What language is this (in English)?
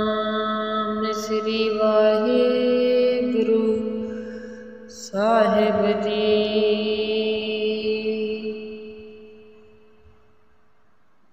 Punjabi